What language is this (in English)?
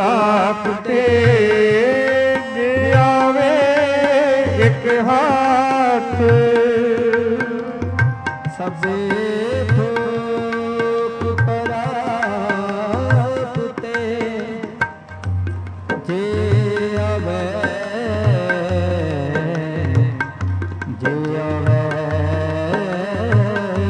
Punjabi